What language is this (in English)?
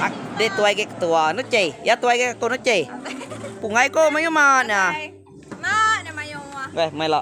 Iban